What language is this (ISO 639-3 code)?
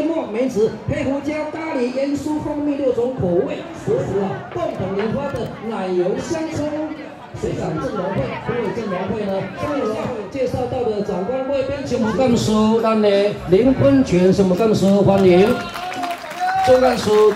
nan